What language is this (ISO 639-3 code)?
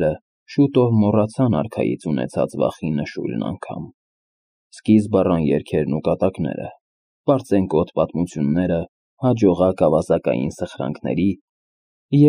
hye